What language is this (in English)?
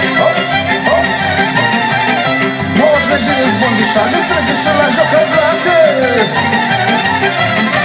Romanian